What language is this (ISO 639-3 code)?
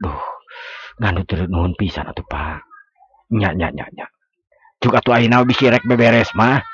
sun